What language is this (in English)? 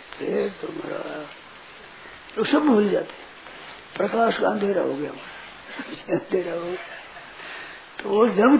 Hindi